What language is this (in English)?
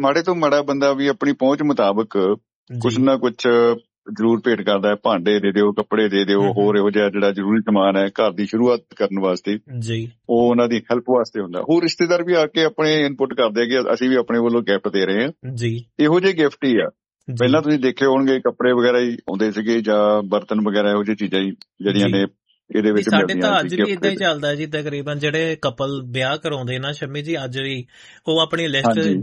Punjabi